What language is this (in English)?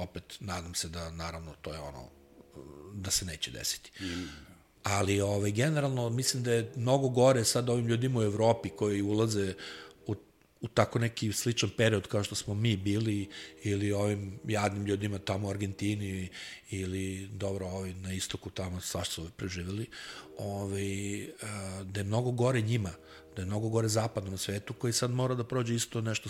Serbian